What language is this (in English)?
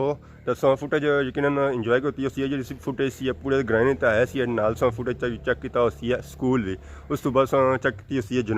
Pahari-Potwari